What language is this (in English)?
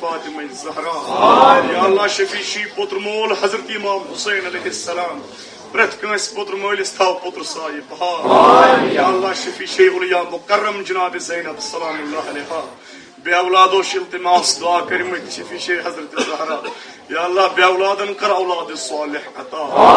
Kashmiri